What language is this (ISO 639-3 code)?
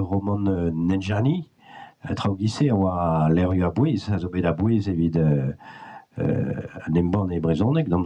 bre